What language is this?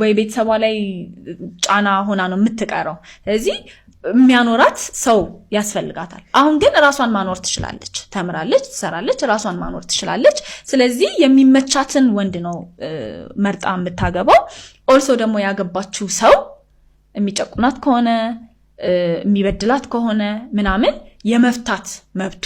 Amharic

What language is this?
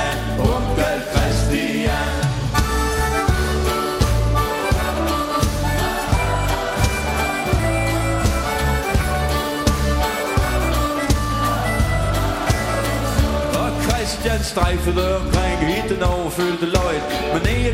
Danish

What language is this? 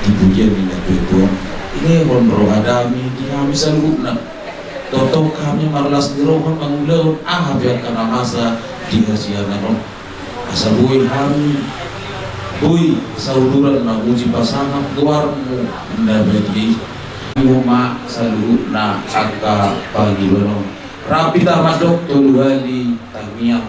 Batak Toba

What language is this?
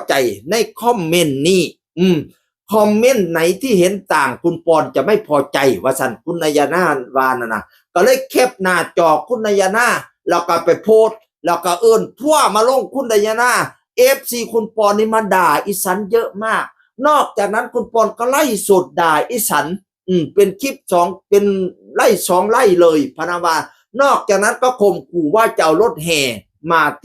Northeastern Thai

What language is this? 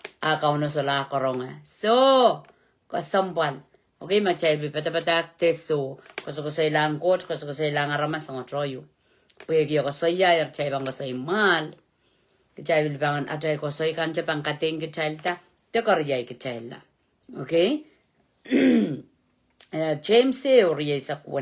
Pohnpeian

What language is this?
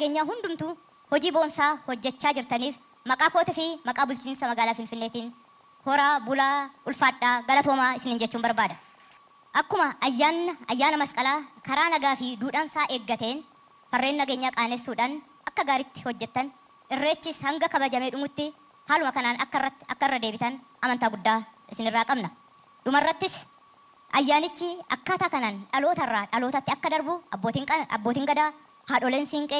Oromo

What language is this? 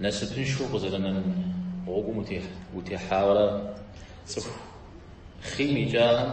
Kabardian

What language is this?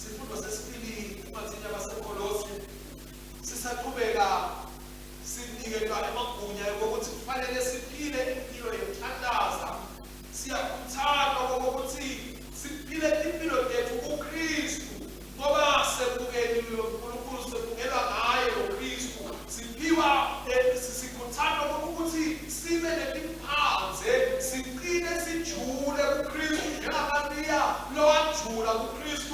Swati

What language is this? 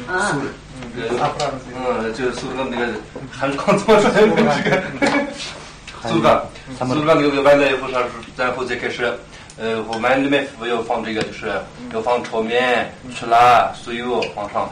Kazakh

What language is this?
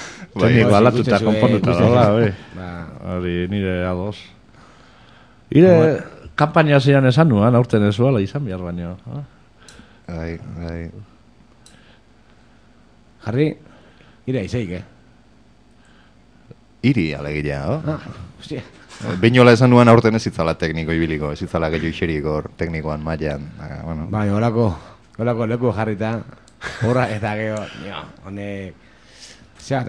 Basque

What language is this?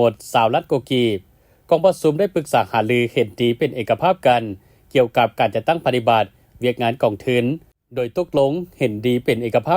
Lao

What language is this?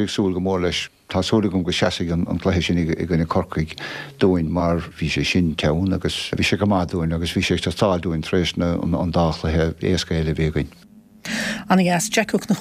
Irish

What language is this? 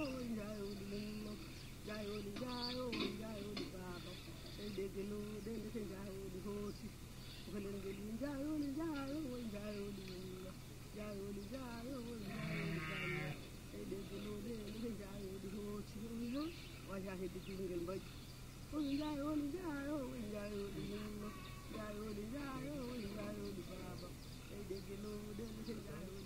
Fula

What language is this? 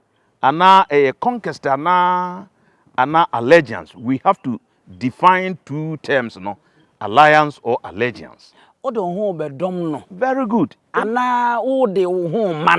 Akan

